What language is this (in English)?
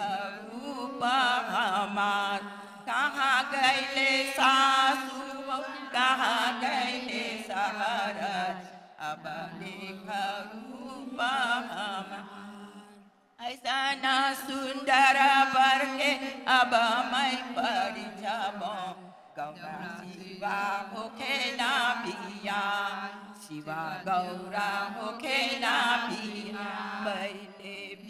Bhojpuri